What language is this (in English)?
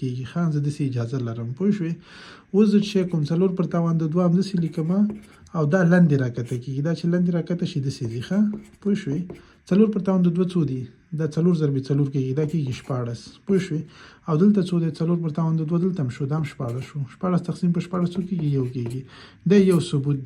Pashto